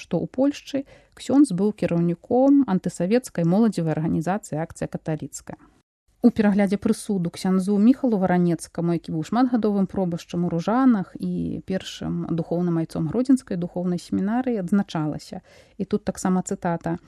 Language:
Belarusian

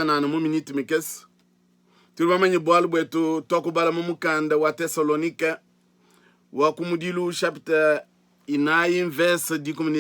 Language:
Luba-Lulua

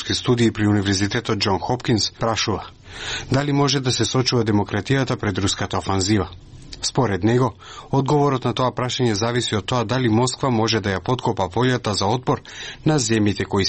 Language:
Macedonian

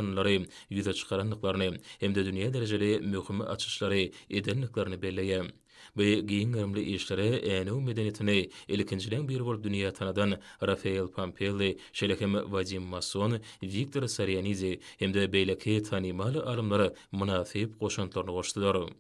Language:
Turkmen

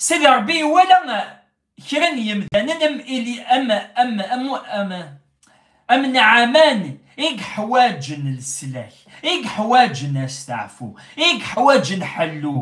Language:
Kabyle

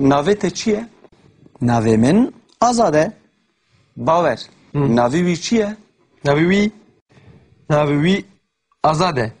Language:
Kurdish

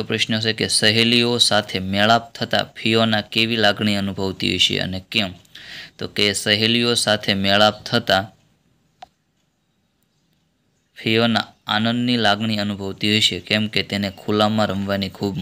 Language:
Gujarati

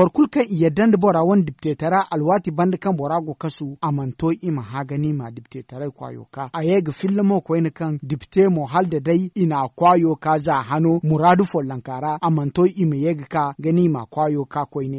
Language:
Zarma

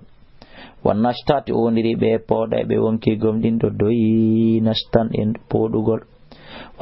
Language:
Fula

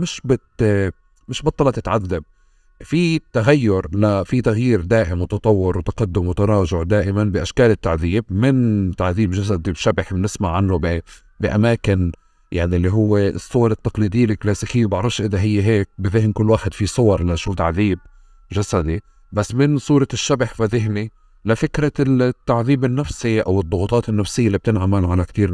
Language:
North Levantine Arabic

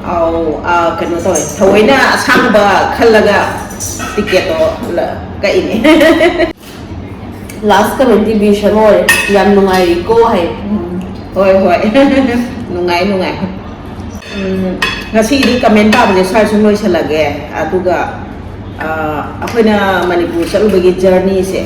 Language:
Manipuri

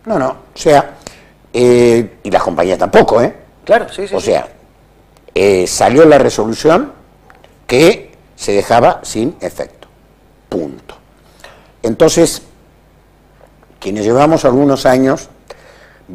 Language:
Spanish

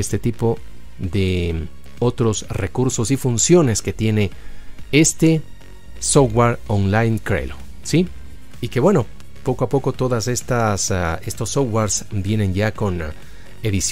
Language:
Spanish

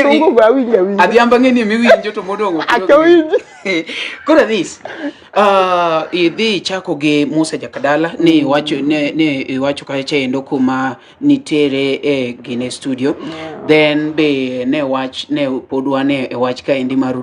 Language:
Luo (Kenya and Tanzania)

